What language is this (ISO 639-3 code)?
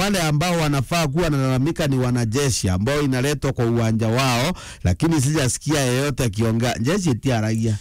mer